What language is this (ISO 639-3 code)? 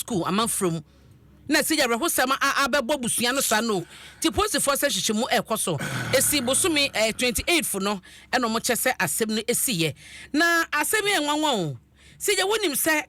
aka